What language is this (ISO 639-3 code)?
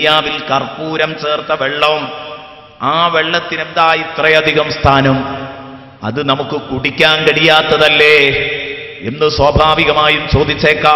mal